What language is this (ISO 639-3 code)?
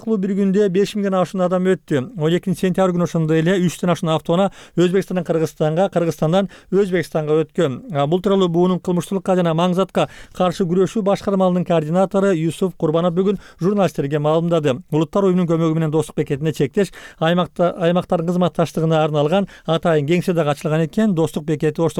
kir